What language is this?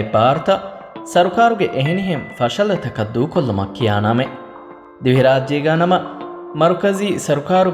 Divehi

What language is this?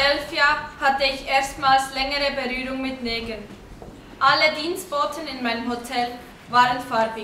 Swiss German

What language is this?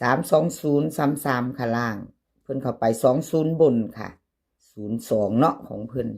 Northeastern Thai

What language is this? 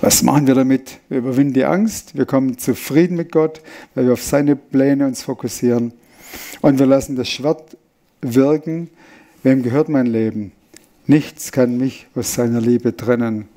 Swiss German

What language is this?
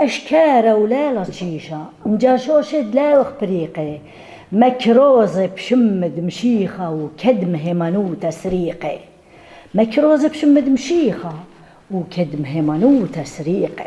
Assyrian Neo-Aramaic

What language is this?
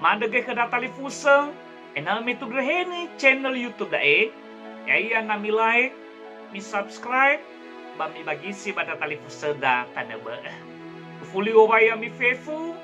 Nias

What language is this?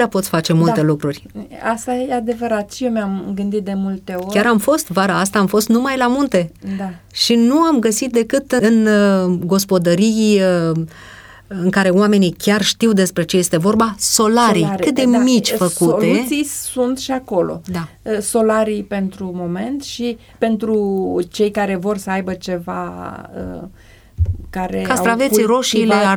Romanian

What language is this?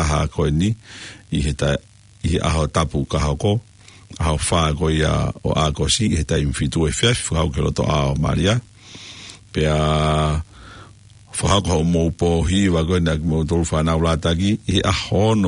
Tongan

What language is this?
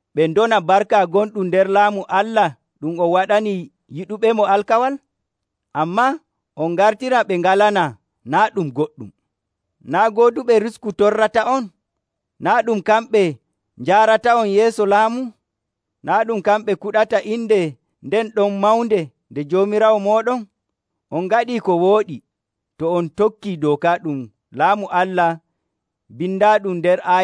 Nigerian Fulfulde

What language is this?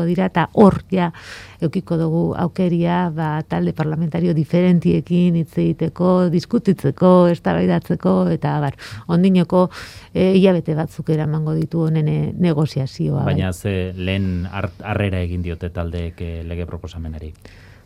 Basque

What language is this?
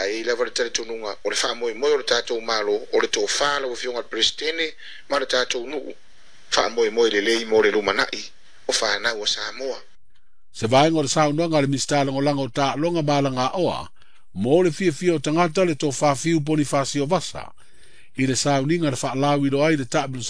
Samoan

